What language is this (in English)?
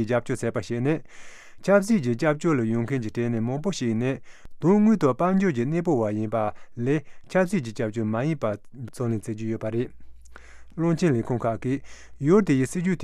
Tibetan